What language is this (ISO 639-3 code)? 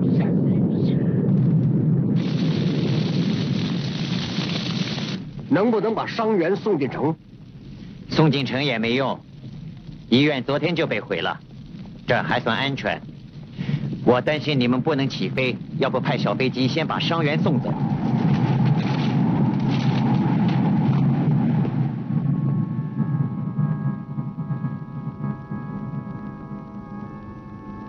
zho